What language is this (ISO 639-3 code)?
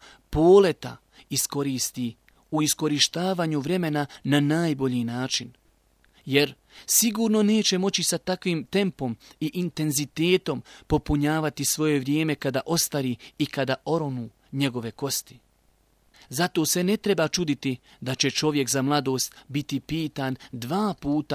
bos